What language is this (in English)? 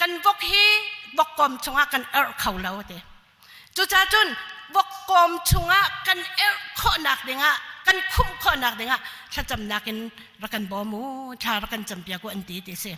Hakha Chin